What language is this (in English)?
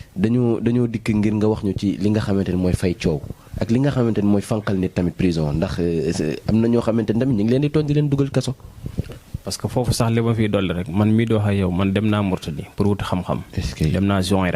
Wolof